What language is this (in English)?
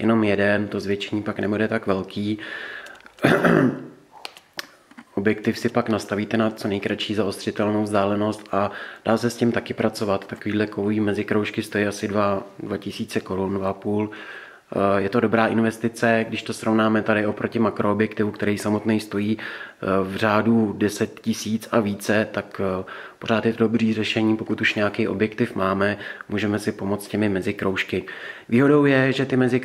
Czech